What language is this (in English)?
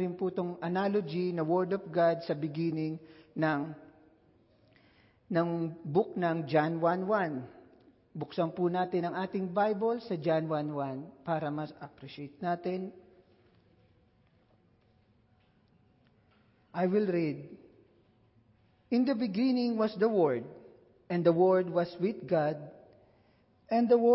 Filipino